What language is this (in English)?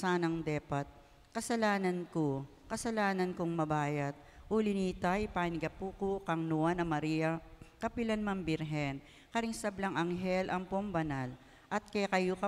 Pampanga